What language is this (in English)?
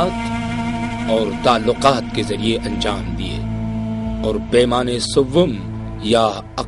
Urdu